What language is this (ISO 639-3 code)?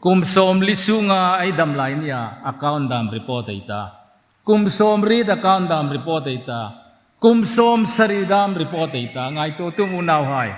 hmr